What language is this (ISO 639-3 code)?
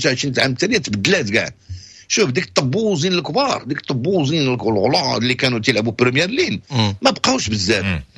ary